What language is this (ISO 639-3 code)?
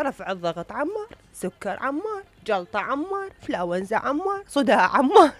acm